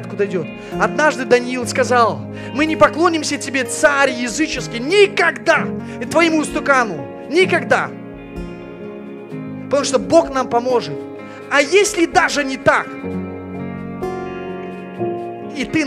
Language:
Russian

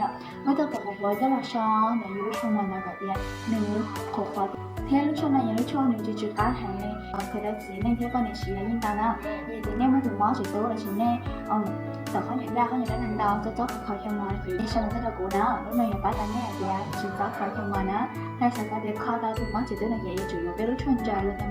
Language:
Hmong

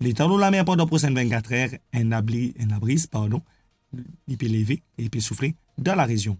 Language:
Morisyen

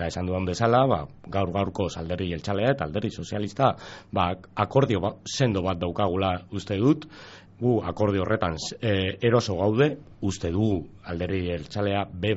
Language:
Basque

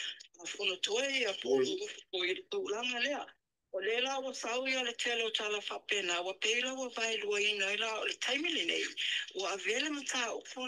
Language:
Samoan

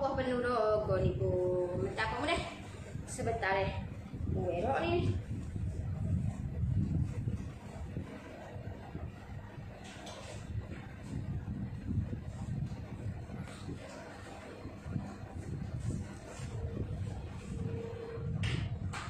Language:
Malay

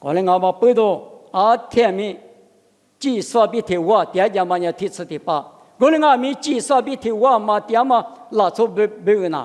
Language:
Lisu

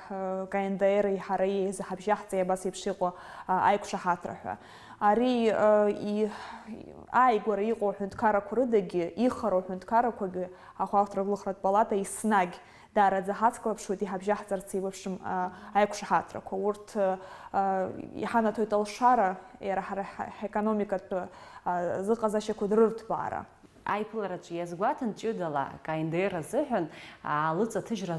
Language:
Abkhazian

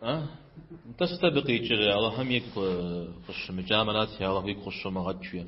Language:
Kabardian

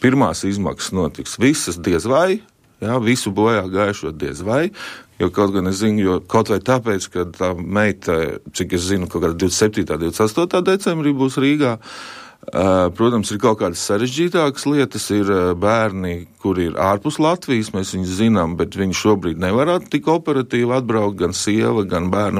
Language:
Latvian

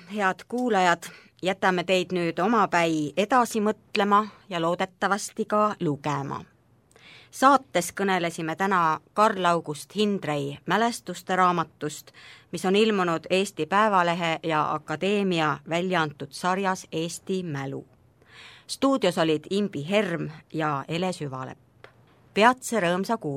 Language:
Estonian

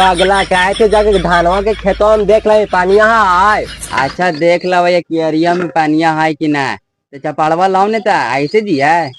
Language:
Magahi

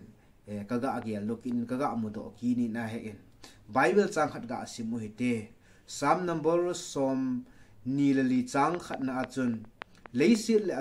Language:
Thado Chin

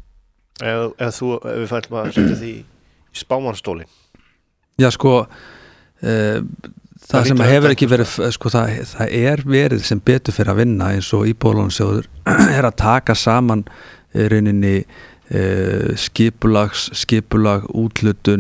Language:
Icelandic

